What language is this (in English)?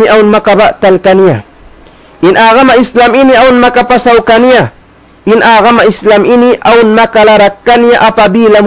Tausug